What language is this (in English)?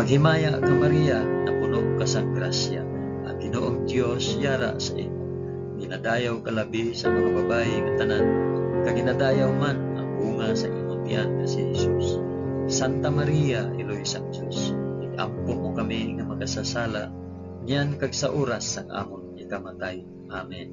Hiligaynon